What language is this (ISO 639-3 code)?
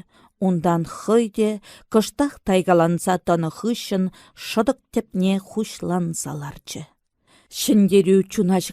chv